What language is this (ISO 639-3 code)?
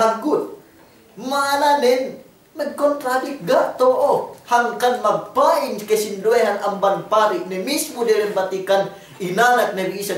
yka